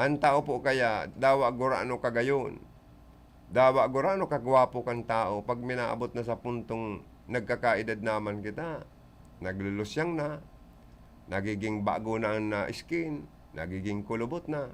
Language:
Bikol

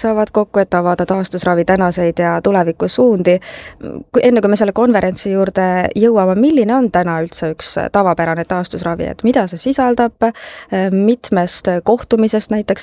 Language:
Estonian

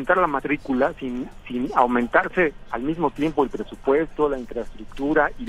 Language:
Spanish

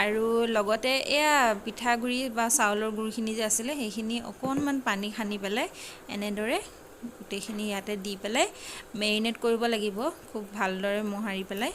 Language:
Assamese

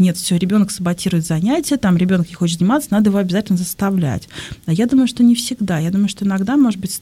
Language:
Russian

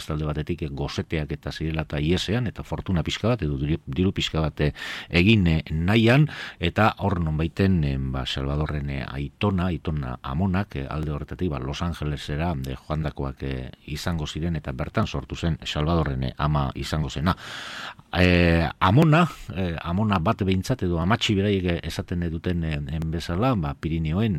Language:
Basque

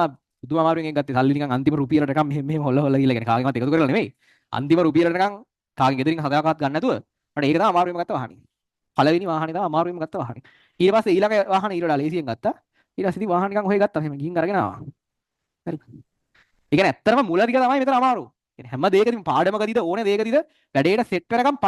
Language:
Sinhala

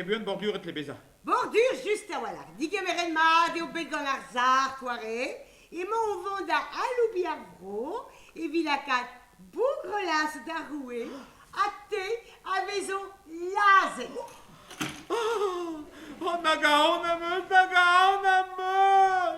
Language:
Breton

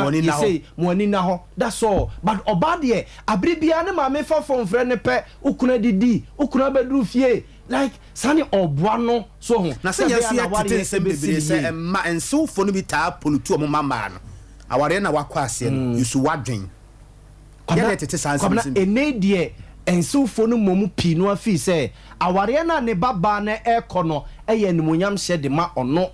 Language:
Akan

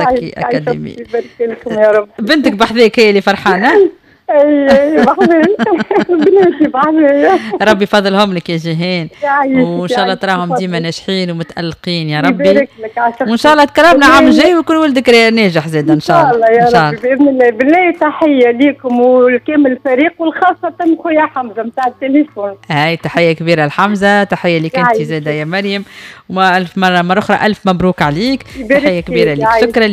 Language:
Tunisian Arabic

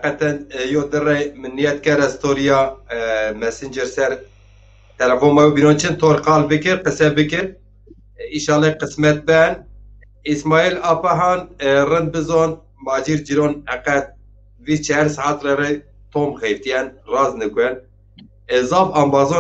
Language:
Zaza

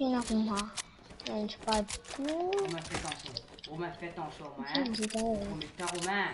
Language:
Morisyen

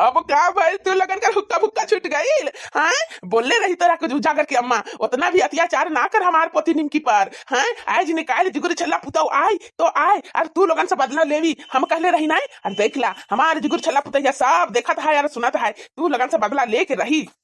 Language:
Bhojpuri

